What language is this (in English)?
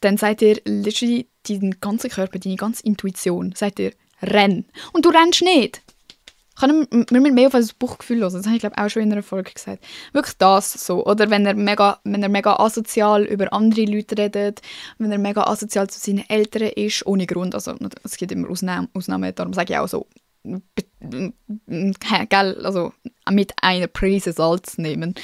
Swiss German